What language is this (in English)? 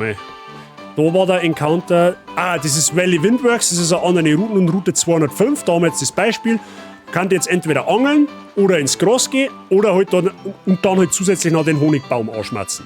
Bavarian